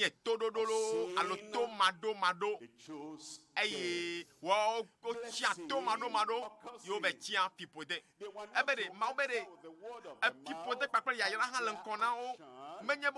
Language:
Ewe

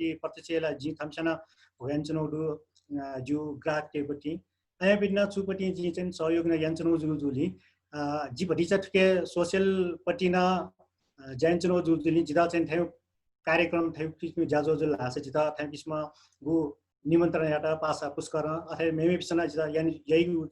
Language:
Newari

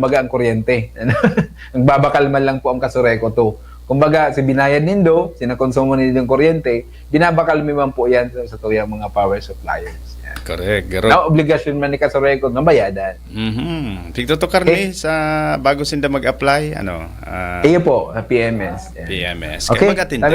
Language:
Bikol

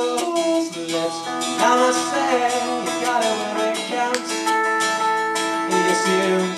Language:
English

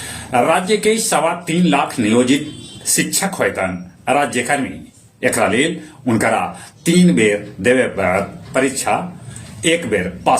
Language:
Magahi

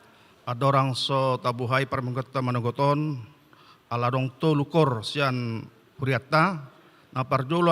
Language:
Batak Toba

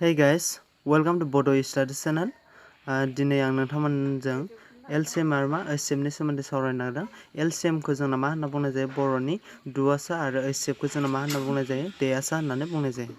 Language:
Bodo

